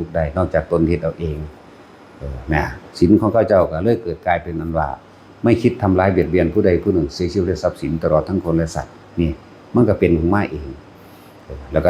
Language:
Northeastern Thai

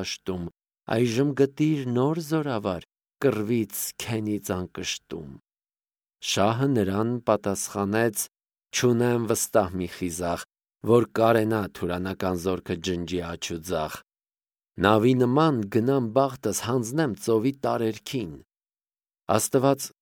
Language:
Armenian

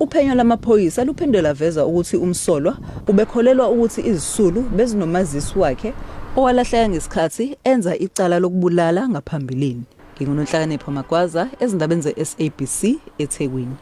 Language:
Zulu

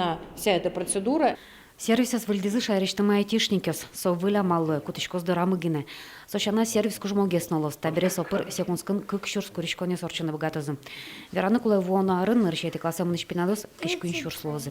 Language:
Udmurt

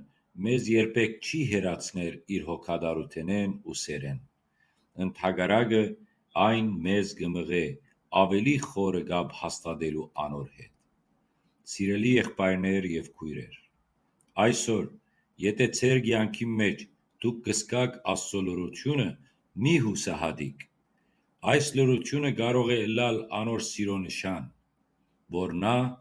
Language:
Western Armenian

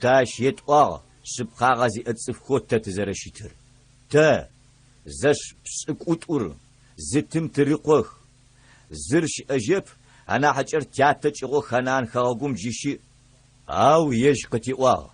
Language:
Adyghe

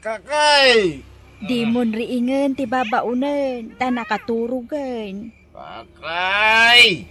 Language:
Iloko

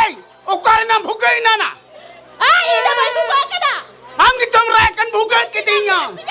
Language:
Santali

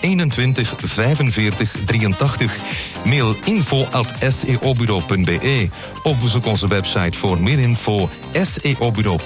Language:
Dutch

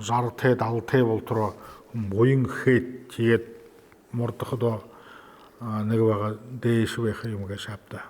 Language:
Buriat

